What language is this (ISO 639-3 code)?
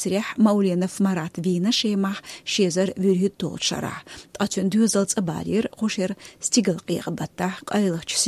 che